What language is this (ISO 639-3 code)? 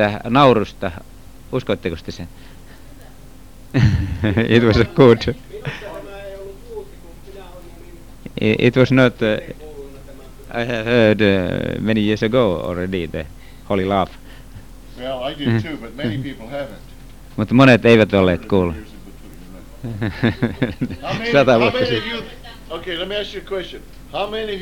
fin